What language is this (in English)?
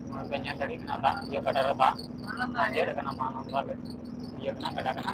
Santali